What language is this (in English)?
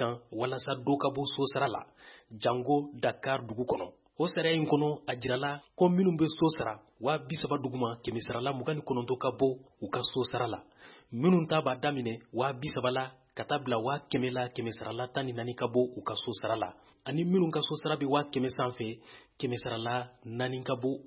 Bambara